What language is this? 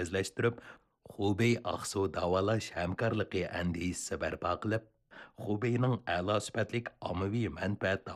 Uyghur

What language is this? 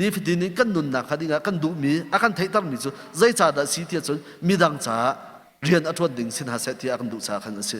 Hakha Chin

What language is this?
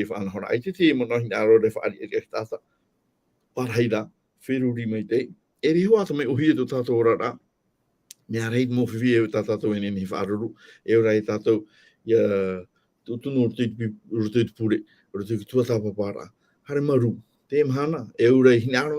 Tahitian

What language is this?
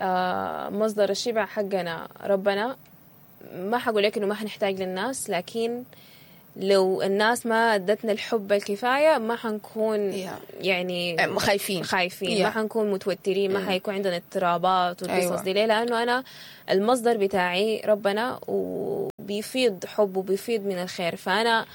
Sudanese Arabic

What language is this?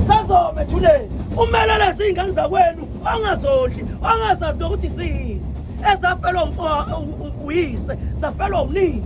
Zulu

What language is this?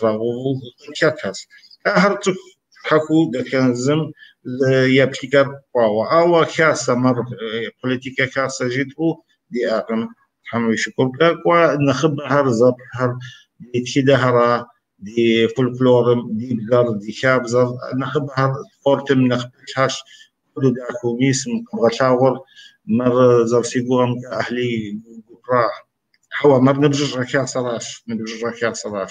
Kabardian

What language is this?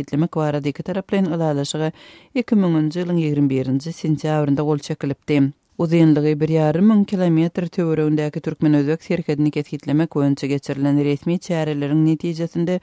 Turkmen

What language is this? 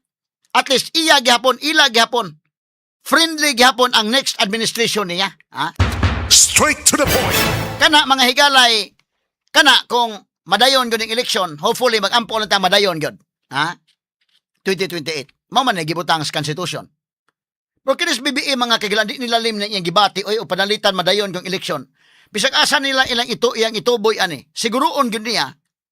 Cebuano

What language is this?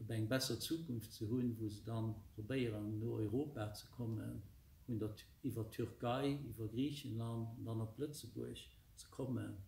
Luxembourgish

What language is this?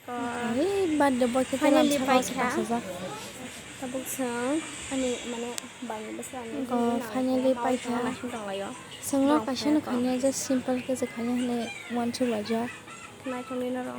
Kok Borok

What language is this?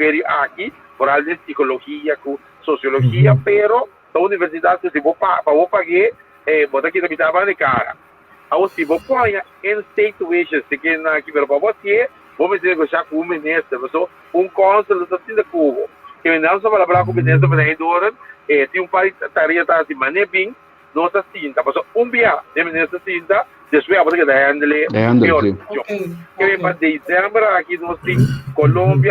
Papiamento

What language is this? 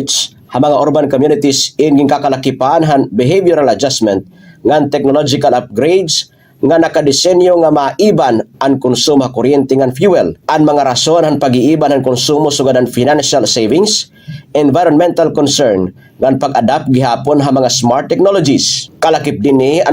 Waray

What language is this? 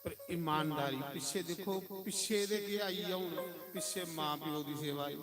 Dogri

